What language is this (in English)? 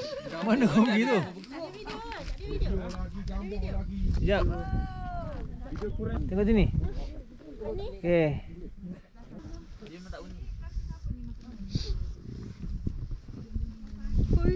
Malay